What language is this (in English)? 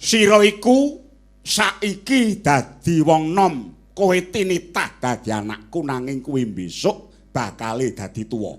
Javanese